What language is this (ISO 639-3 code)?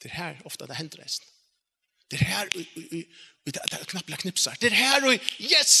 fao